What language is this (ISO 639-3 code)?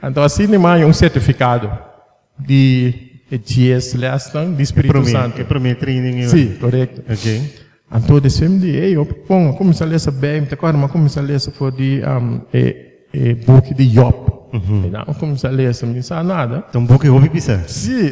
pap